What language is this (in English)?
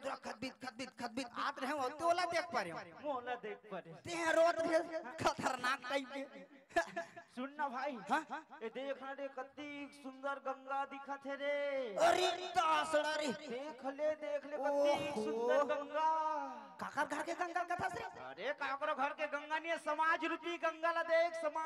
Chhattisgarhi